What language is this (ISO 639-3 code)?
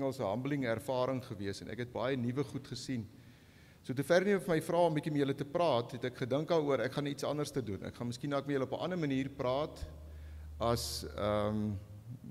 afr